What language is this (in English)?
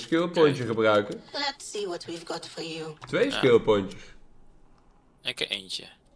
Dutch